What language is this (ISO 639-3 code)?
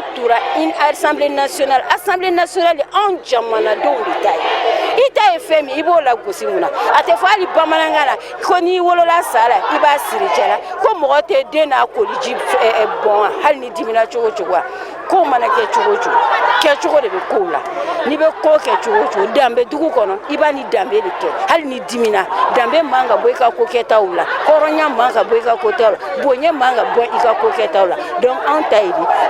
bam